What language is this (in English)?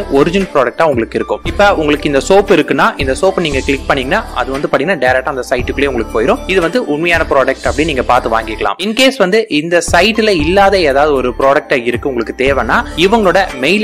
Tamil